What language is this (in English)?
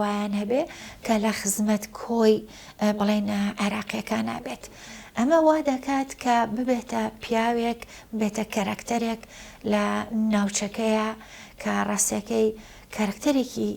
Central Kurdish